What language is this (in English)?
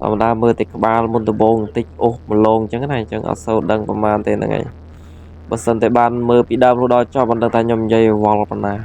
Khmer